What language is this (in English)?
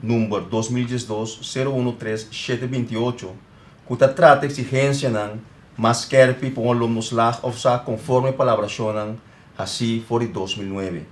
Papiamento